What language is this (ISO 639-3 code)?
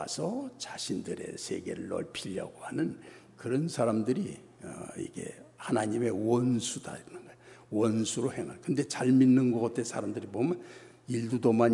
kor